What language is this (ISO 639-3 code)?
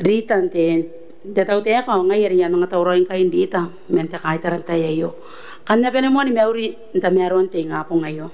gil